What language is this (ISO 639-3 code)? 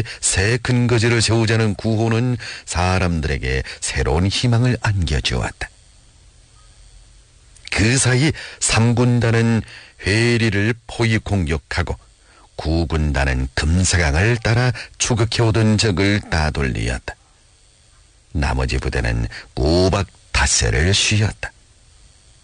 kor